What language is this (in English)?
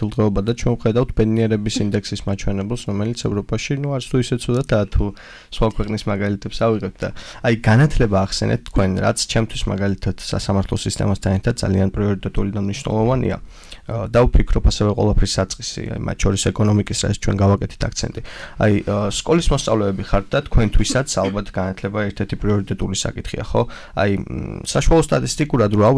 Georgian